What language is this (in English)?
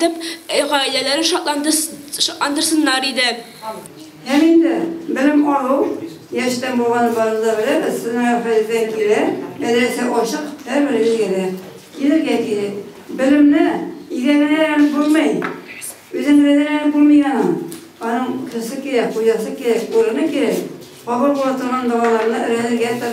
Tatar